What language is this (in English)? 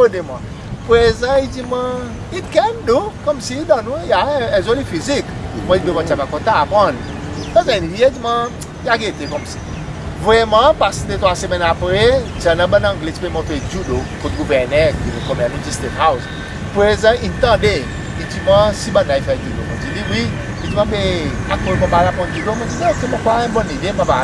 Seselwa Creole French